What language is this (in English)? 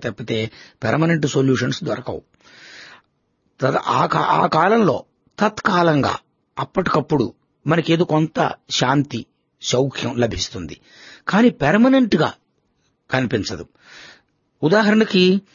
Telugu